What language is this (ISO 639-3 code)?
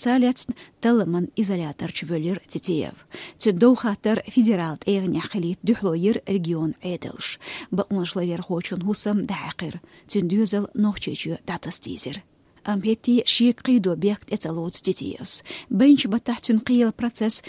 che